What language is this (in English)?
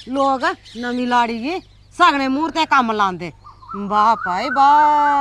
Dogri